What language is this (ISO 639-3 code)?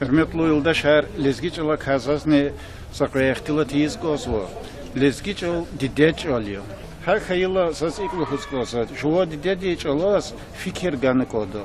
lez